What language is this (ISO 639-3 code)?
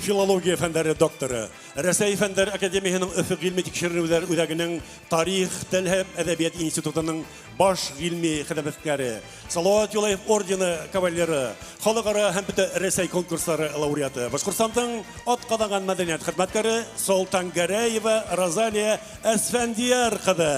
bak